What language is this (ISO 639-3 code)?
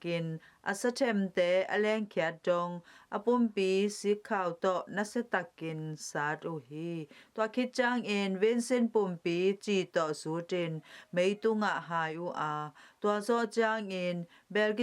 ctd